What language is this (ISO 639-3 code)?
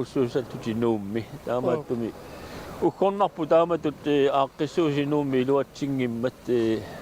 kal